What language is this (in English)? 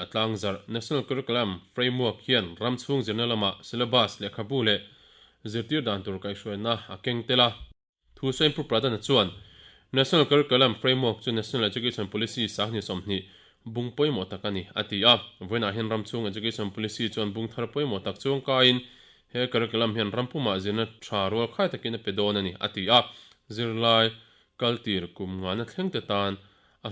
Mizo